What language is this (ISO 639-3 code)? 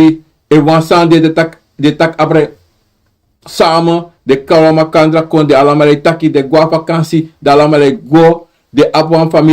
srn